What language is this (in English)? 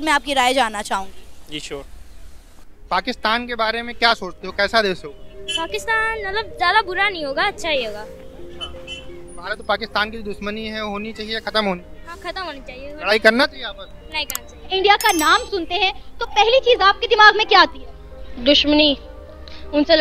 Hindi